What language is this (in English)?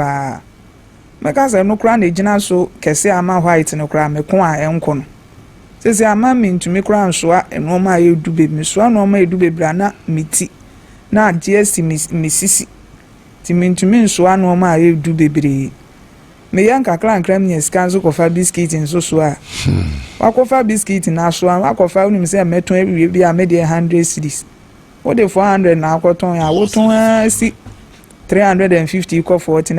Akan